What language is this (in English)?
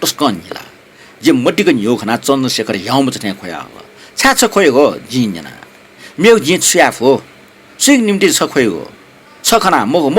Newari